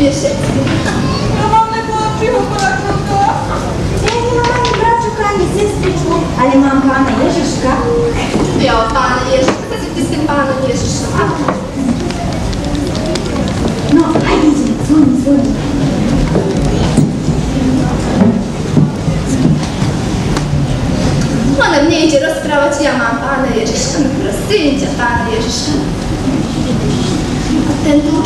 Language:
Slovak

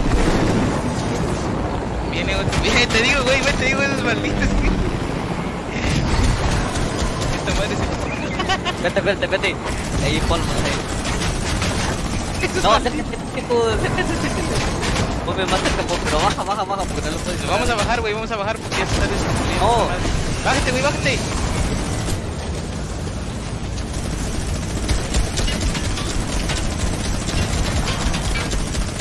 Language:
Spanish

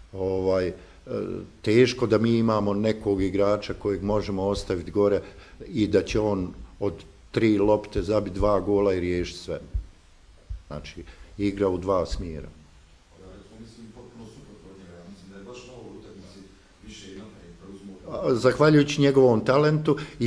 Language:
Bosnian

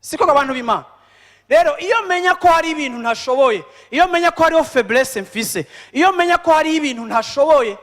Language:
Rundi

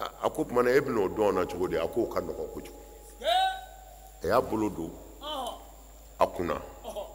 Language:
Bambara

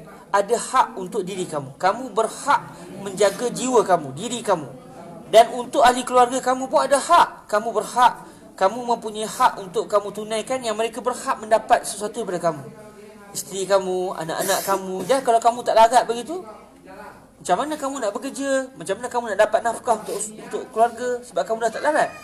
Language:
Malay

